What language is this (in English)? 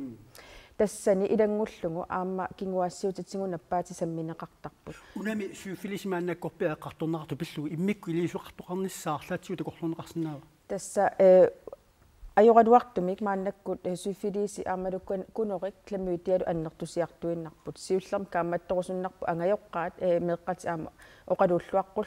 Kalaallisut